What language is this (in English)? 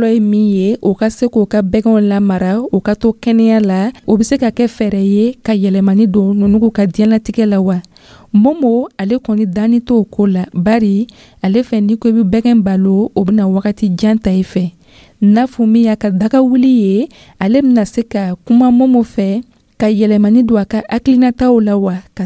Dyula